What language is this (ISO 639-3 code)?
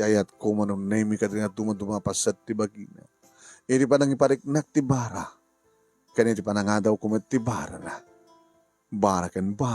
ilo